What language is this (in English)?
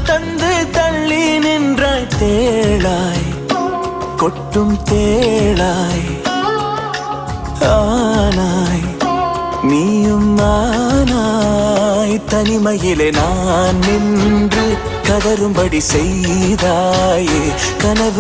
Tamil